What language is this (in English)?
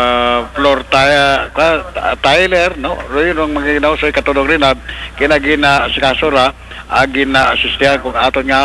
Aklanon